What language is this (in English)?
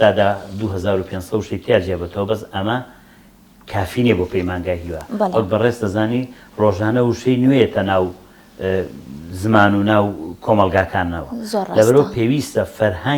Central Kurdish